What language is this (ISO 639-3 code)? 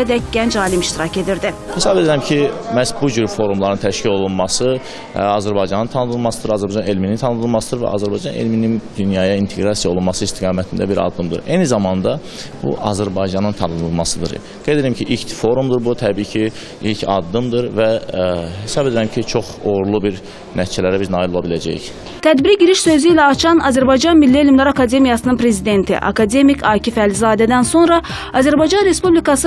aze